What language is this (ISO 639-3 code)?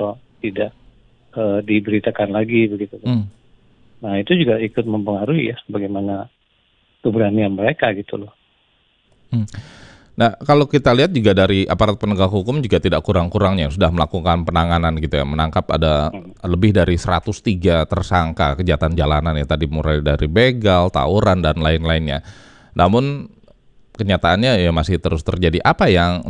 ind